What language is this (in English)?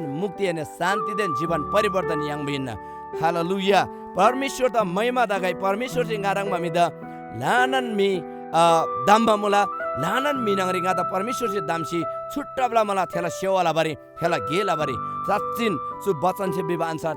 Eastern Tamang